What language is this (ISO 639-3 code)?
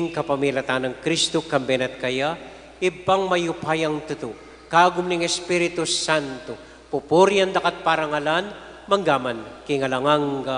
pam